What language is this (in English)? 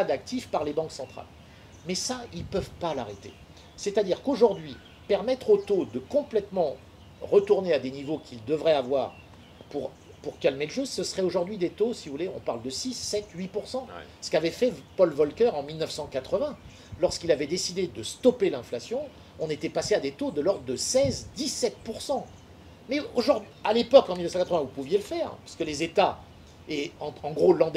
French